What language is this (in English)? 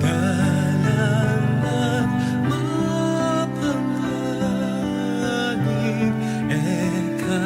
Pampanga